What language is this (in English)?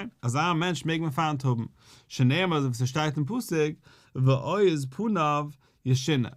Yiddish